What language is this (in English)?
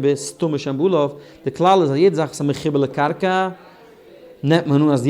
Yiddish